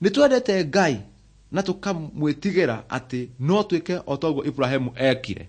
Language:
Kikuyu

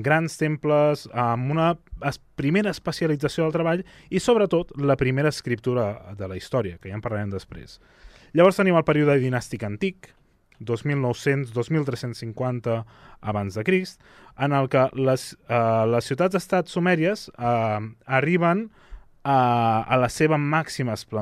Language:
Catalan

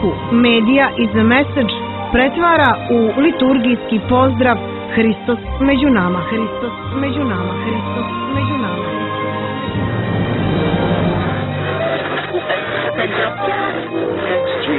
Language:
Serbian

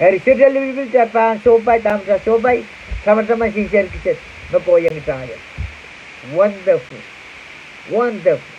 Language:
Pohnpeian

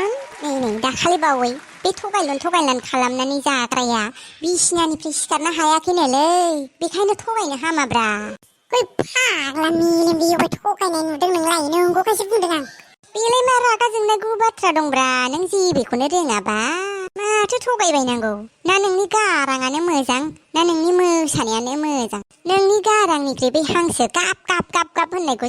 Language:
Bodo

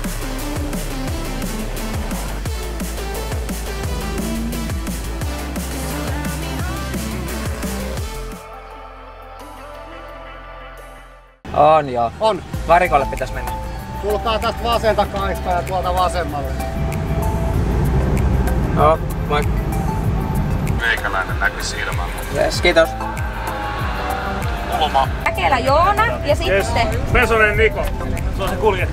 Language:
Finnish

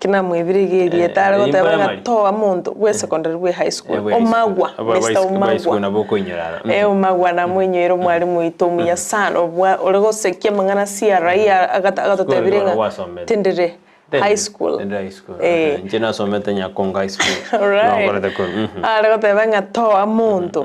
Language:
Gusii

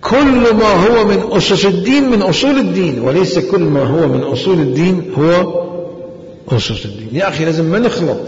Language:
Mesopotamian Arabic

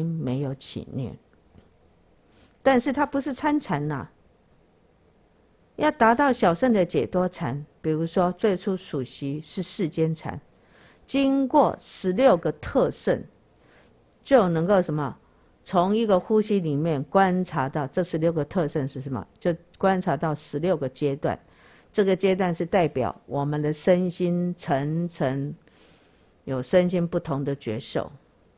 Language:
Chinese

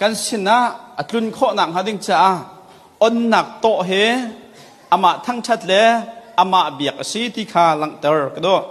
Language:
Hakha Chin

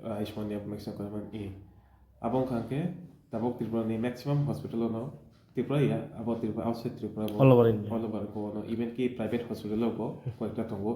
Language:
Riang (India)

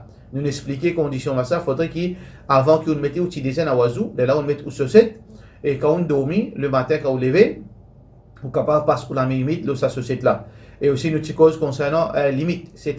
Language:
Morisyen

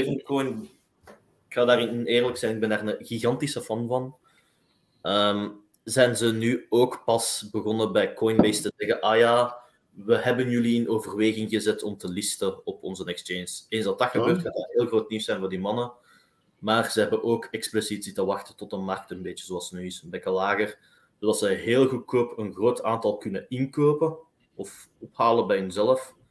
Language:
Dutch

